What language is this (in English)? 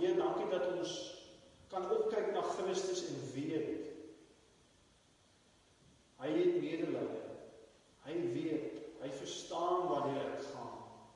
Afrikaans